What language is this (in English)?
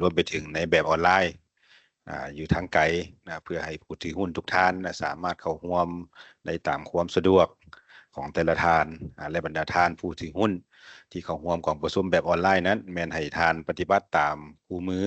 Lao